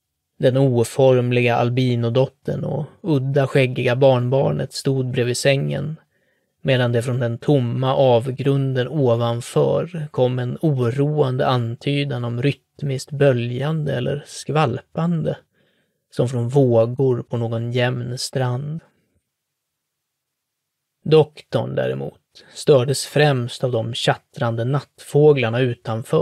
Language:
Swedish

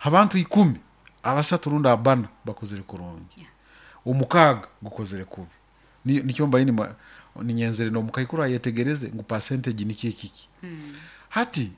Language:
Nyoro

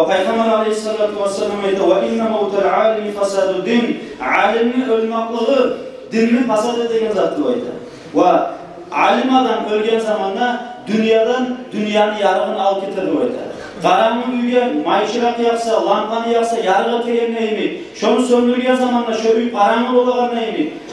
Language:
Kumyk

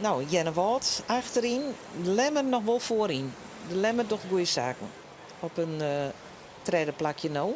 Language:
Western Frisian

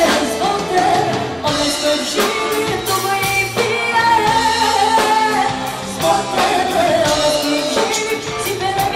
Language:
Croatian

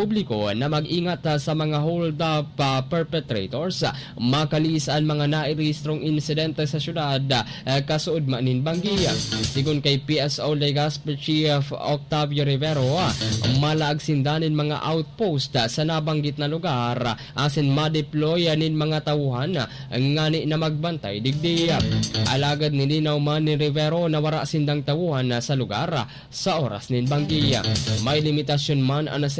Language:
Bikol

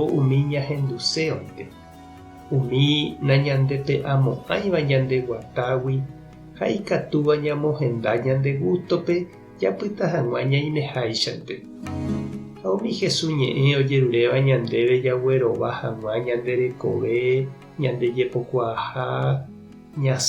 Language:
Guarani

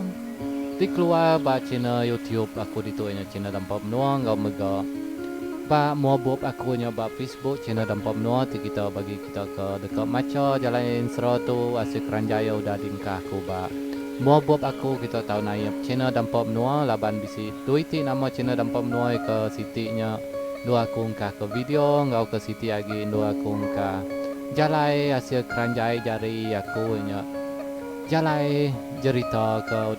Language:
Iban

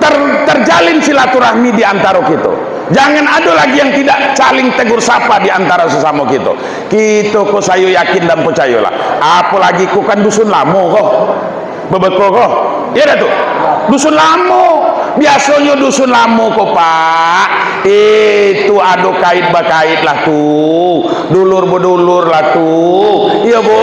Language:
Minangkabau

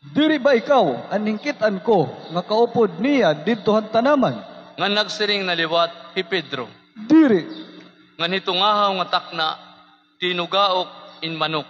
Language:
Waray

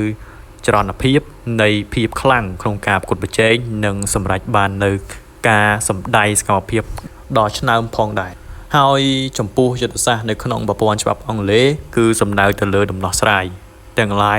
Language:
Khmer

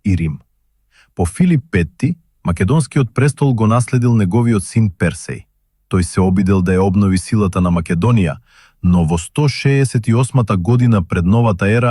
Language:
Macedonian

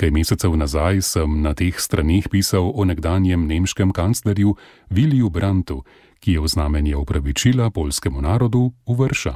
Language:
Slovenian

